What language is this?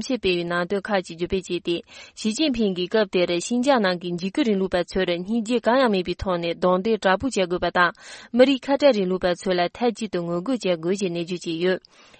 Tibetan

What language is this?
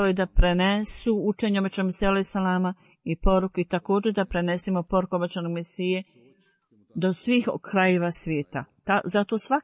Bosnian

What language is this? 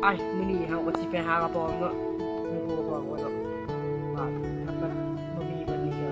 Lao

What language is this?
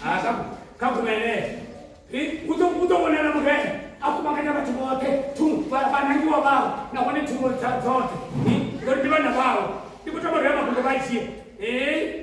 Venda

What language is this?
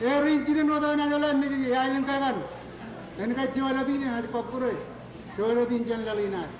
Marshallese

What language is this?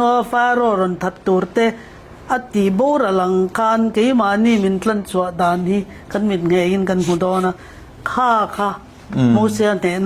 Mizo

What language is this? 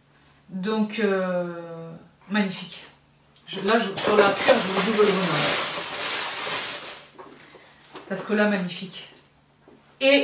French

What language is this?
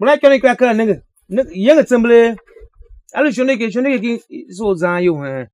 Tiv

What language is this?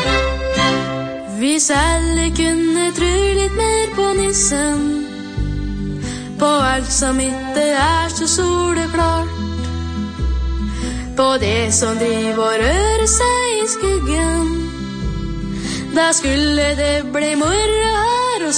Norwegian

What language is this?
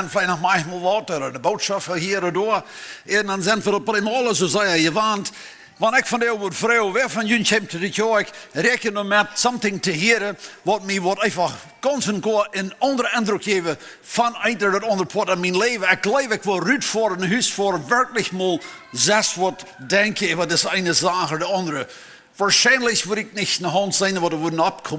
Plautdietsch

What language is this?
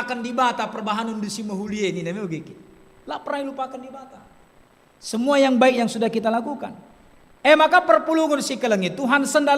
Batak Karo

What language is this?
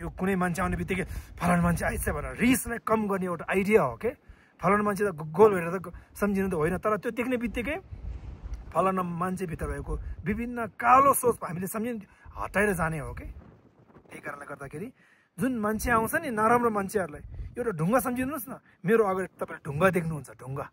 Nepali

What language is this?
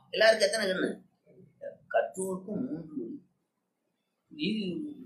Tamil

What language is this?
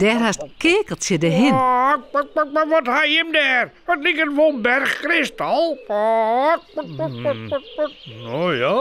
Western Frisian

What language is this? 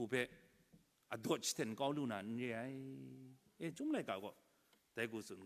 Kachin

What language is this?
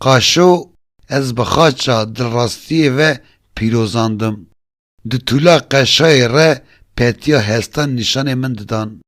Kurdish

